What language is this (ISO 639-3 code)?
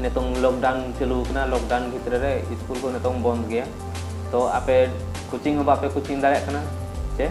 sat